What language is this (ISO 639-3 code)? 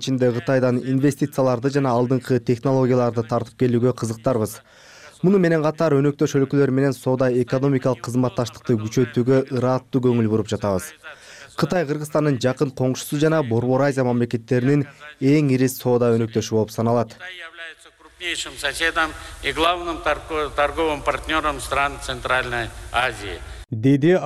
kir